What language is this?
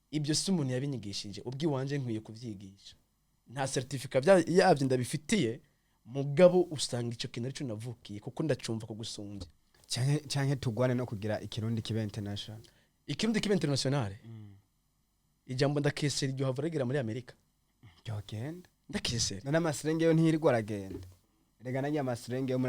Rundi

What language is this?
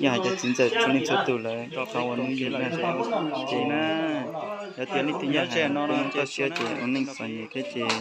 Hmong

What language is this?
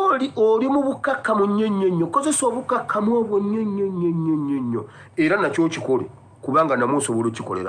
Ganda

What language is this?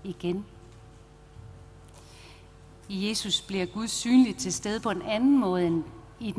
Danish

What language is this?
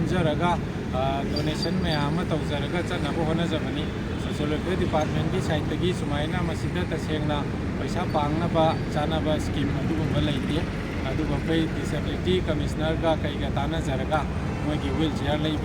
Manipuri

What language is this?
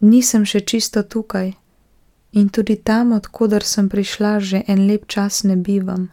Slovenian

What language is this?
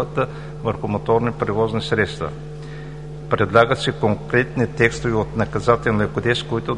Bulgarian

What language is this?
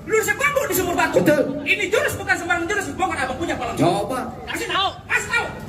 Betawi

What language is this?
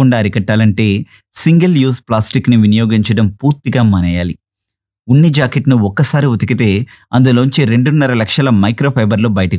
Telugu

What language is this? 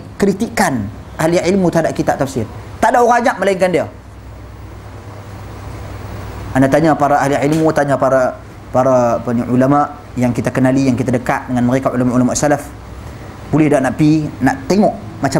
Malay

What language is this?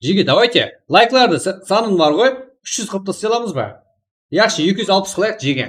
Kara-Kalpak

